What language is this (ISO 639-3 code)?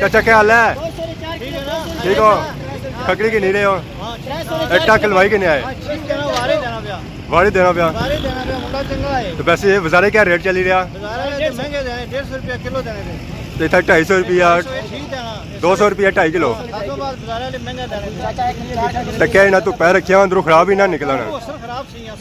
phr